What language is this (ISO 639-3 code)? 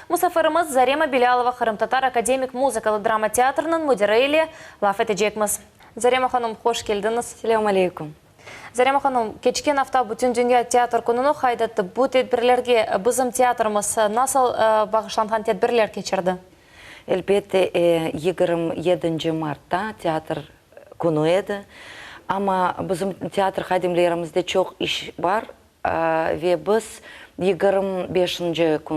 crh